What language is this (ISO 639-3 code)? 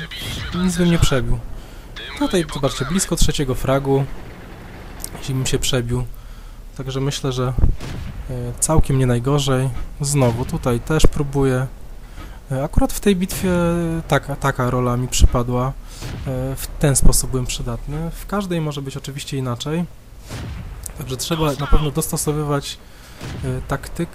pol